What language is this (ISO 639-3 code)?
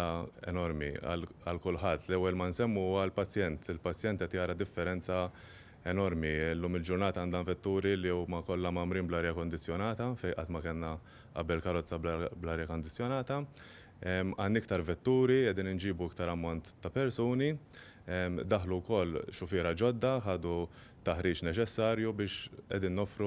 mlt